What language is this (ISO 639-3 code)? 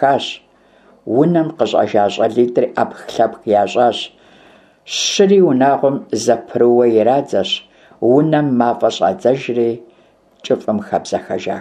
kbd